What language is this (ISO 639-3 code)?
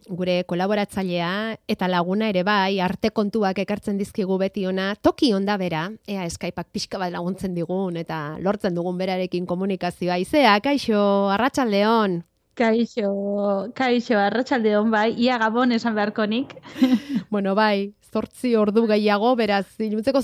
eus